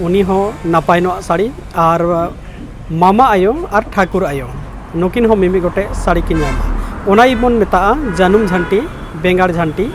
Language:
Santali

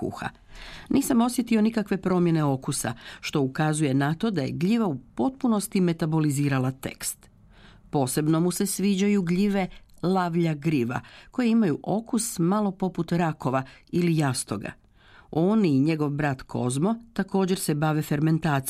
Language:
Croatian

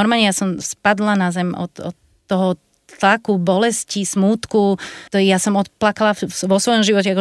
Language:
Slovak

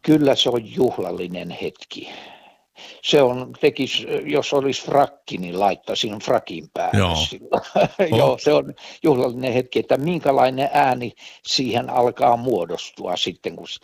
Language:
Finnish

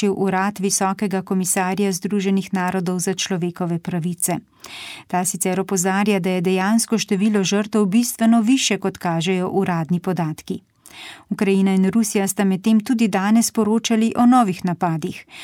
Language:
Slovenian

